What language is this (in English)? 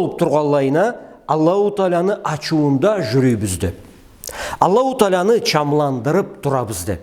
Karachay-Balkar